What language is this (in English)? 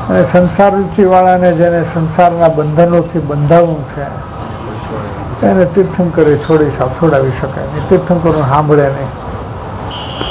Gujarati